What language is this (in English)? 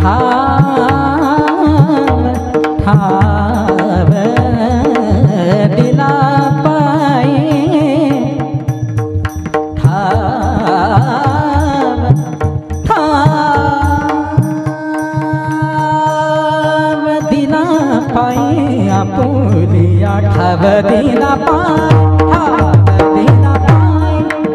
Marathi